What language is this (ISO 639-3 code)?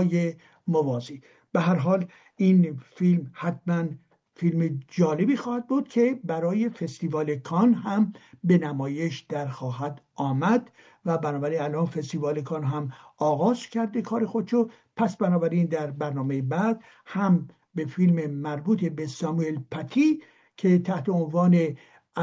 fas